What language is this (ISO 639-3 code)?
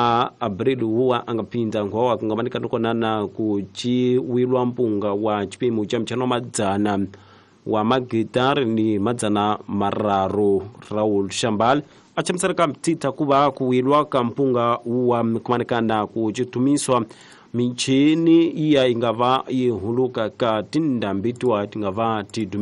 tso